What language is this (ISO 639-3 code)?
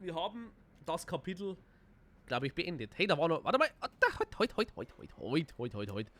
bar